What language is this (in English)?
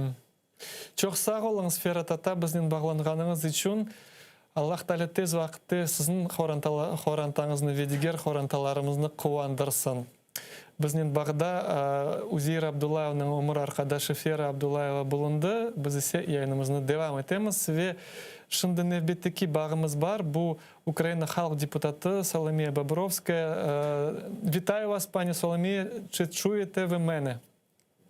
Crimean Tatar